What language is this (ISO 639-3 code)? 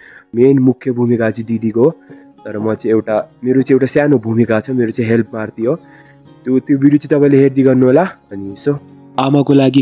nep